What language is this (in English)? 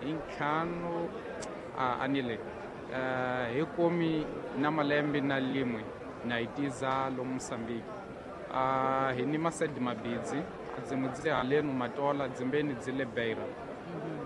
Tsonga